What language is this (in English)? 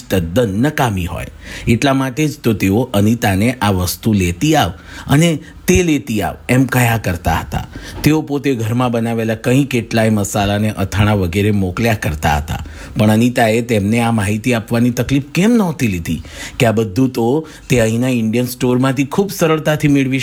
Gujarati